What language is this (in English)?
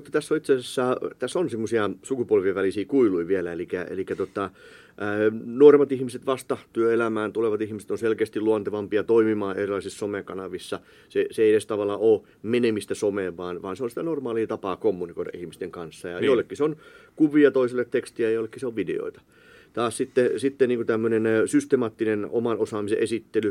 Finnish